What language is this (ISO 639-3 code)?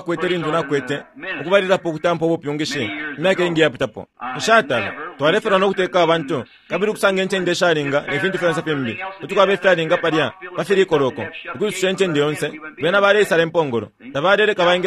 bem